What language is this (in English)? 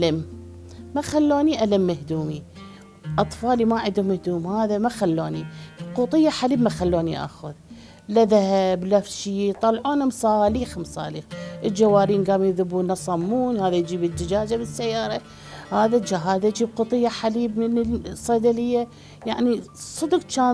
Mesopotamian Arabic